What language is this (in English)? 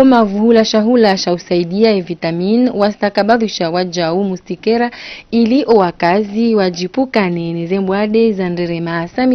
Ngazidja Comorian